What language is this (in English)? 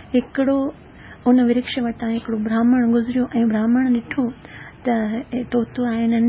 Sindhi